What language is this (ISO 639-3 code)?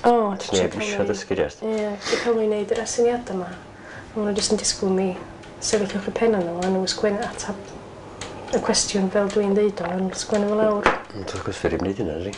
cym